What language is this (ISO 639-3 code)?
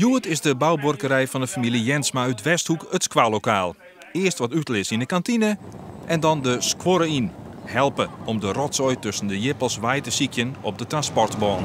fry